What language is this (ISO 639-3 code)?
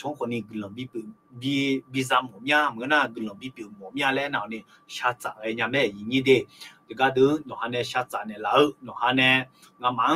ahk